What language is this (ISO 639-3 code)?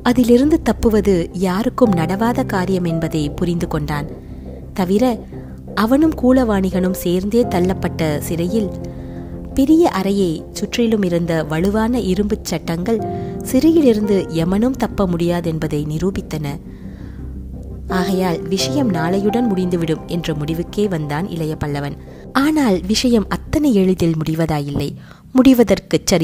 tam